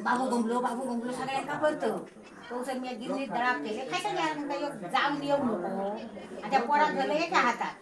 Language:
Konkani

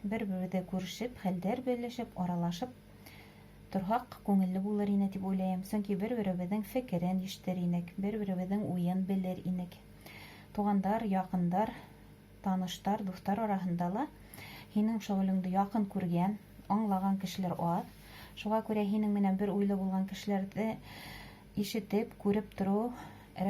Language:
Bashkir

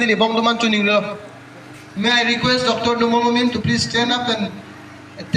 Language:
Karbi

